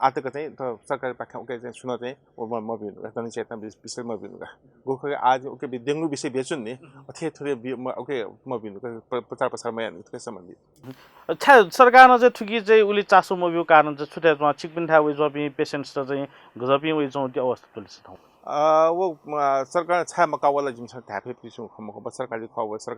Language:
Newari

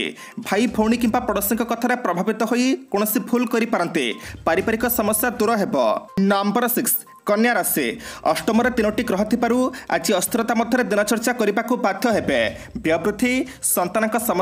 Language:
Odia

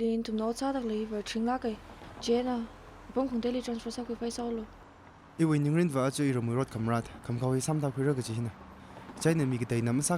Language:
Tangkhul Naga (India)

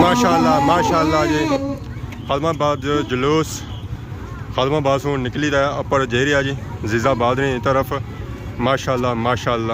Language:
Pahari-Potwari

